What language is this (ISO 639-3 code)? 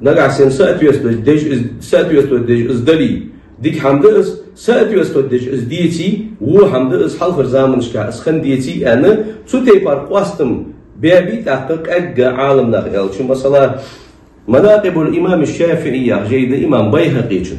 inh